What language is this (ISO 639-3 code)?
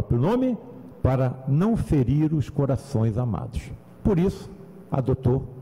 por